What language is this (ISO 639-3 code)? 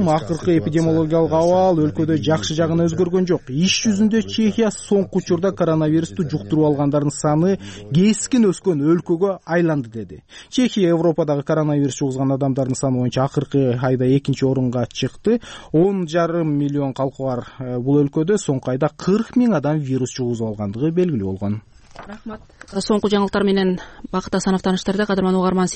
kir